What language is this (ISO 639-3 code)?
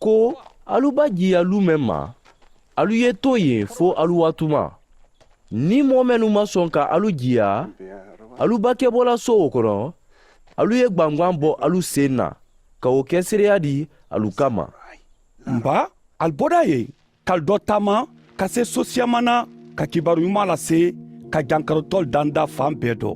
man